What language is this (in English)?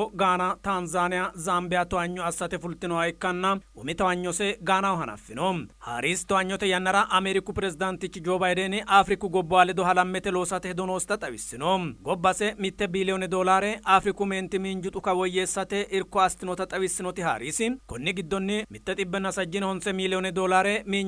Sidamo